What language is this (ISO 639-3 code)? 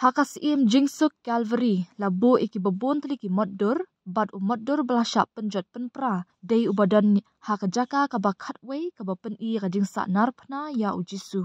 kha